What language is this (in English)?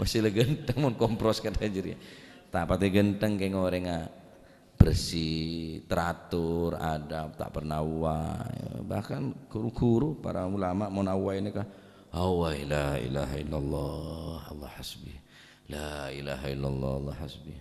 Madurese